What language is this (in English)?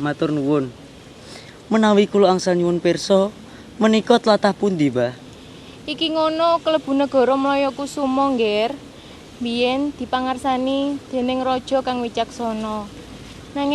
Javanese